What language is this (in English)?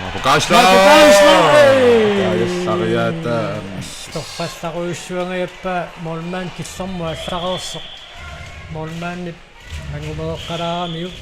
Kalaallisut